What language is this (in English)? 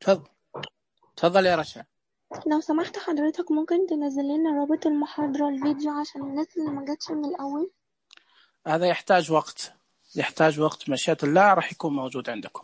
Najdi Arabic